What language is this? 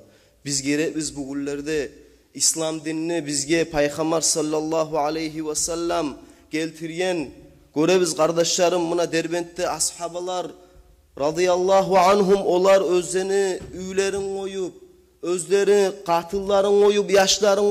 Kumyk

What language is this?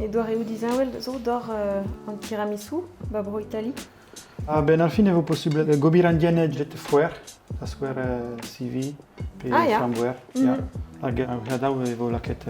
Breton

